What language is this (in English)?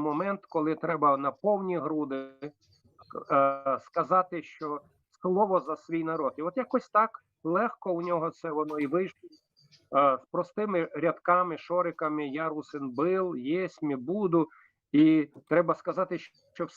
Rusyn